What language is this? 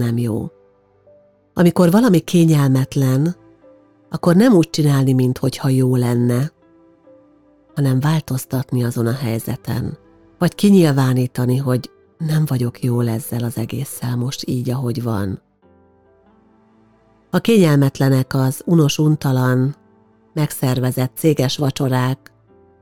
Hungarian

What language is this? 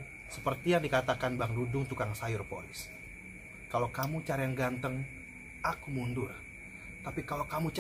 Betawi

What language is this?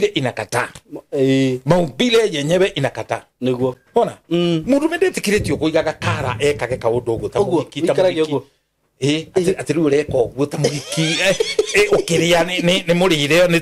Kikuyu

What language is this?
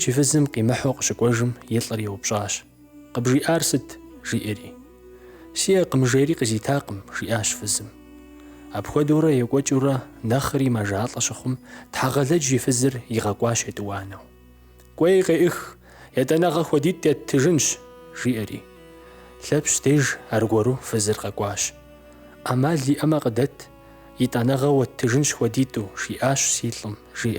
Kabardian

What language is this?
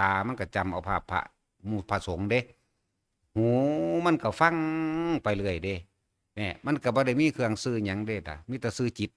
Northeastern Thai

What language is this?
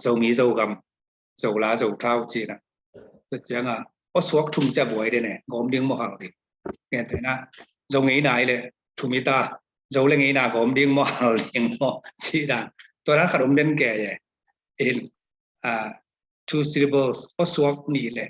Tedim Chin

